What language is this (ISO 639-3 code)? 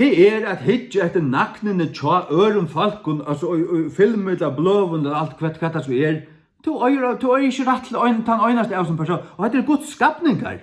fao